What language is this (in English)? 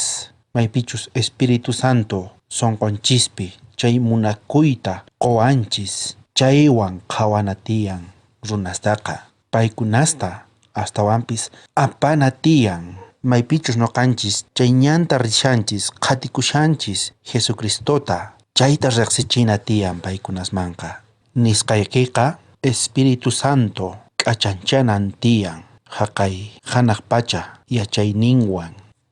South Bolivian Quechua